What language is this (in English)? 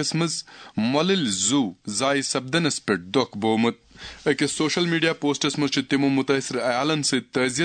Kashmiri